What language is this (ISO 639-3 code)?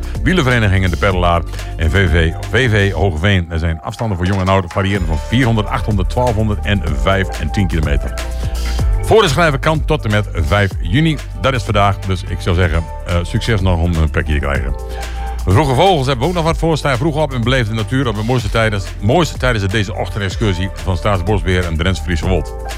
nld